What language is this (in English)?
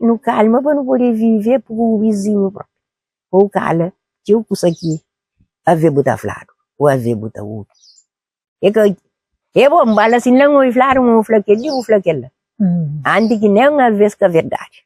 Kabuverdianu